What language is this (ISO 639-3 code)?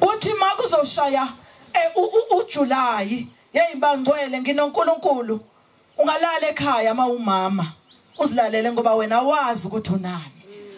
zul